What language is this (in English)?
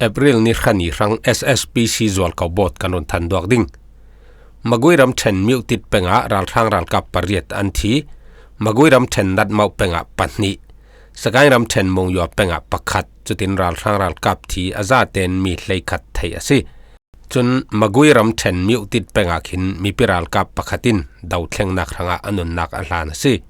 Falam Chin